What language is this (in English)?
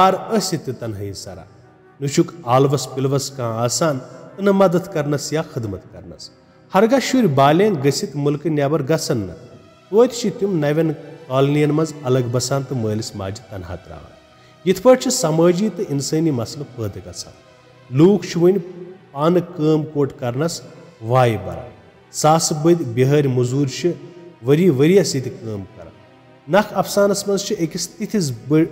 Kashmiri